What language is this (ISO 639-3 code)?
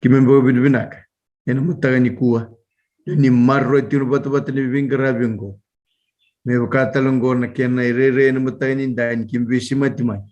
fij